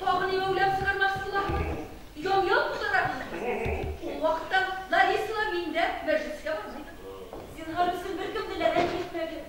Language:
Bashkir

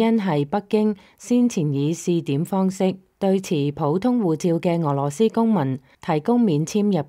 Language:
Cantonese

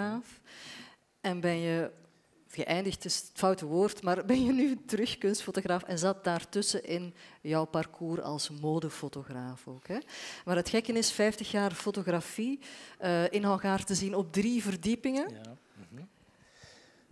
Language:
Dutch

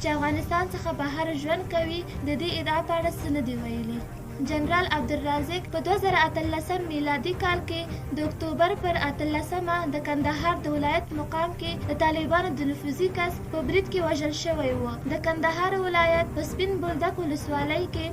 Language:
Pashto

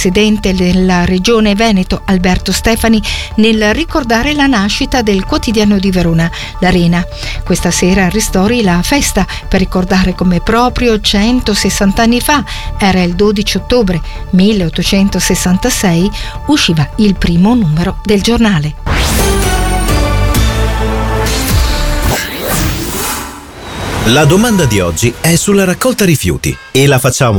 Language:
Italian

